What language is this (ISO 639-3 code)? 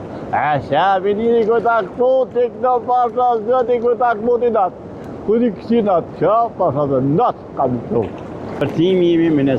sqi